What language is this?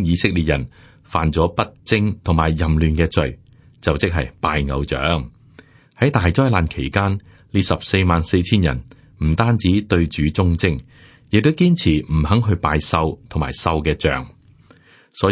Cantonese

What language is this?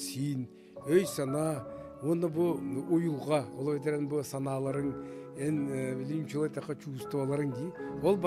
Yakut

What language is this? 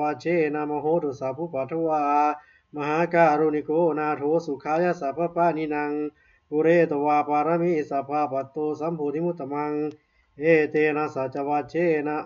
Pali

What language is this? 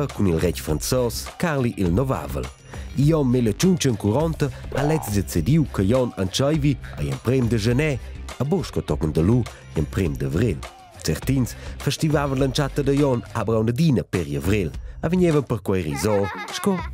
Romansh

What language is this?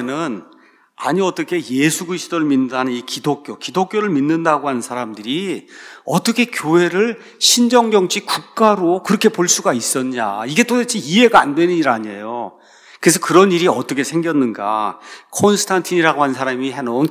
Korean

